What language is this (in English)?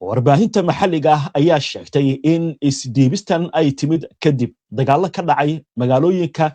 Somali